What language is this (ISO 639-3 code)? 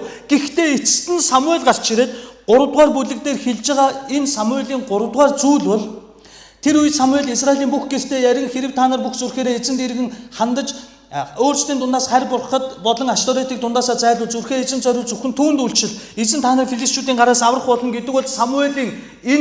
mon